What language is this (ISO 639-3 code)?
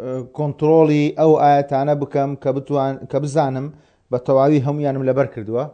ckb